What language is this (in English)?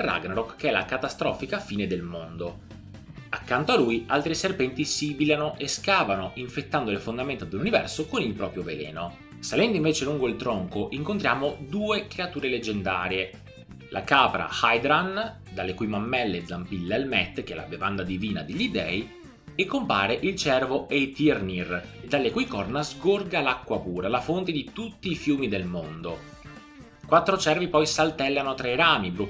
Italian